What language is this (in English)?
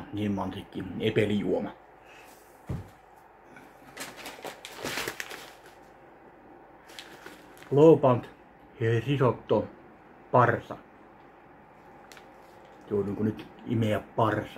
Finnish